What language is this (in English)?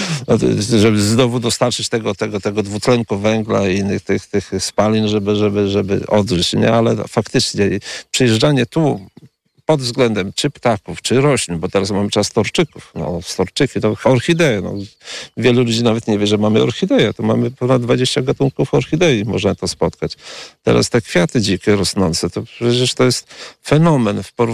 Polish